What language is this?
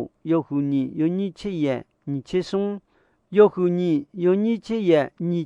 Akha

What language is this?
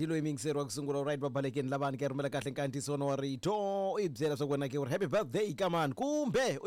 Tsonga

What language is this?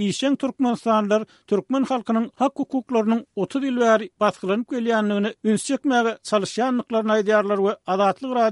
Turkmen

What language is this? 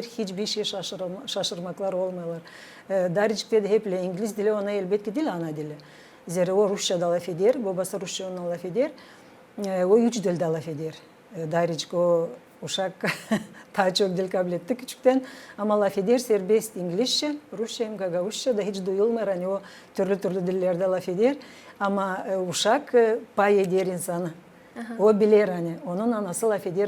Gagauz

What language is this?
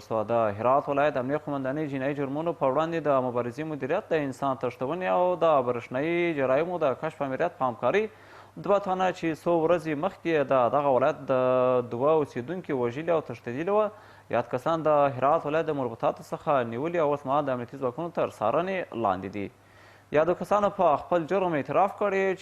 Pashto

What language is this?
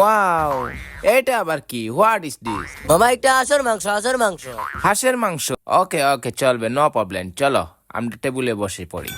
Sylheti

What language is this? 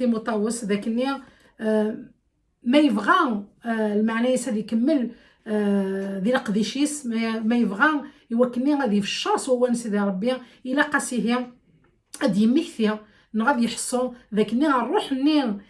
Kabyle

